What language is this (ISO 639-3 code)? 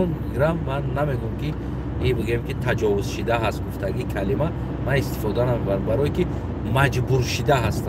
tgk